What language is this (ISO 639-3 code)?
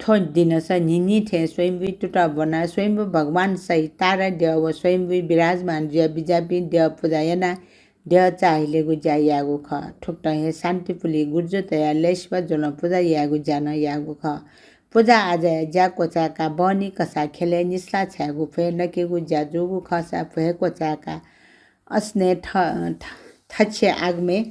new